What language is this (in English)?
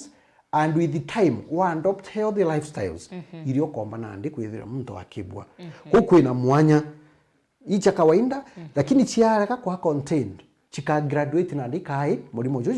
Meru